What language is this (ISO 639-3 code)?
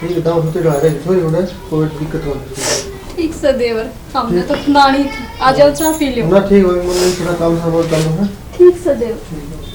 bgc